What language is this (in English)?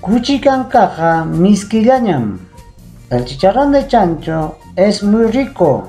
Ayacucho Quechua